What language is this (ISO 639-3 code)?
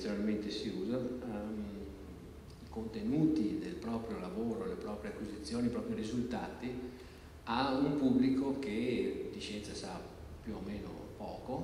ita